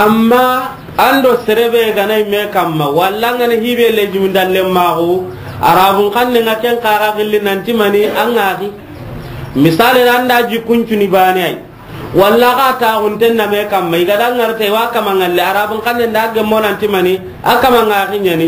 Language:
Soninke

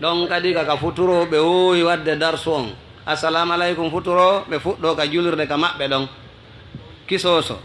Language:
Fula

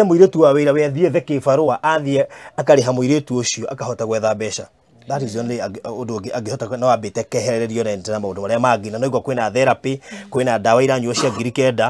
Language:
Kikuyu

